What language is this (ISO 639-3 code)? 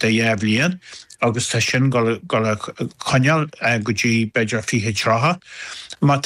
gle